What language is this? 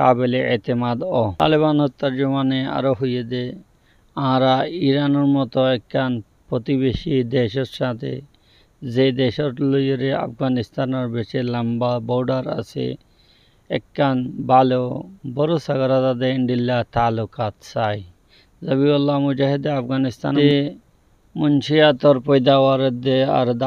Rohingya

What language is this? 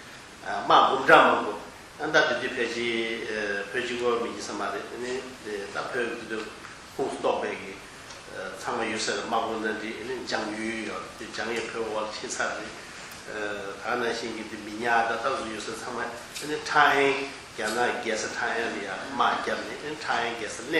Tibetan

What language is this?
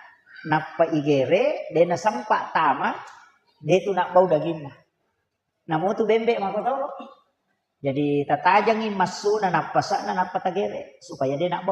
Buginese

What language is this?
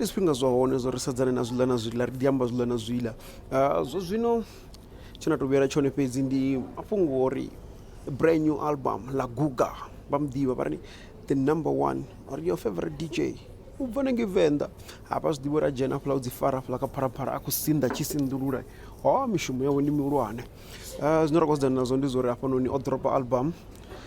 Venda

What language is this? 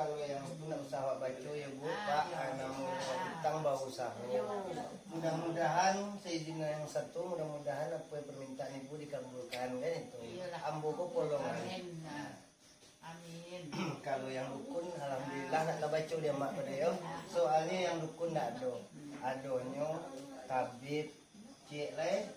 Minangkabau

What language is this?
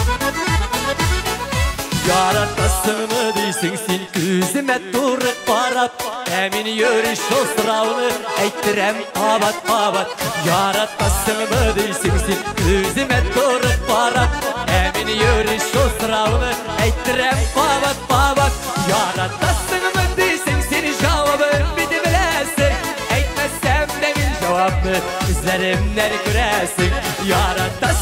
Tatar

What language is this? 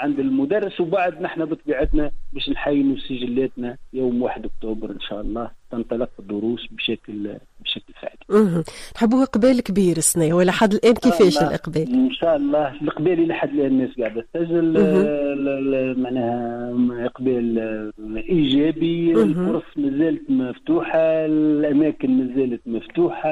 Tunisian Arabic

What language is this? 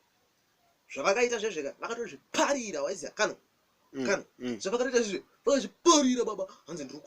Shona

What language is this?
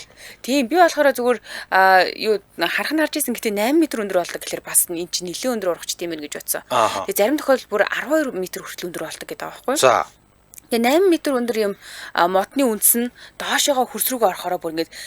Mongolian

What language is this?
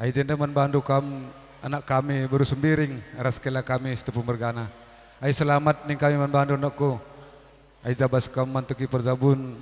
Batak Karo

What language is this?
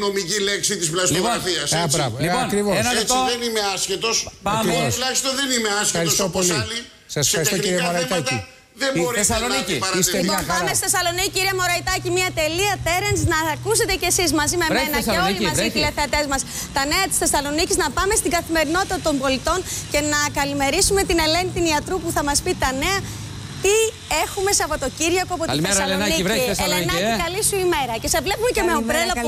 Greek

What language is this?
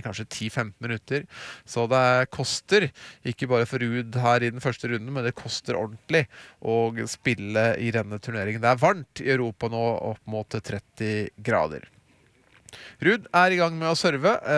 Norwegian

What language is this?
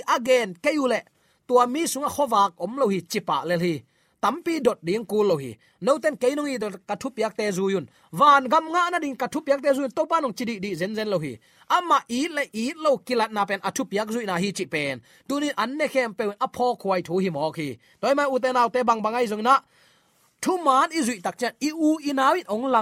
Tedim Chin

